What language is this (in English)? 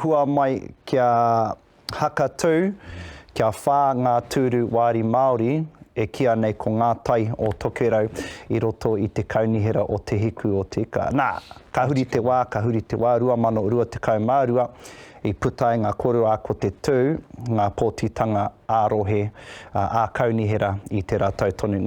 Māori